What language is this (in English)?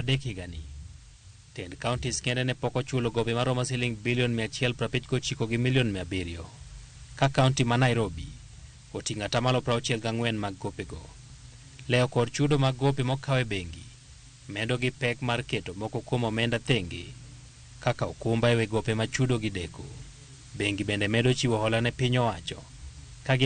Luo (Kenya and Tanzania)